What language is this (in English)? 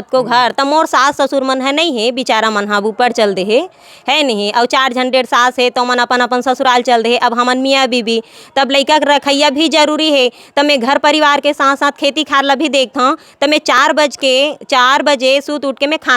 Chhattisgarhi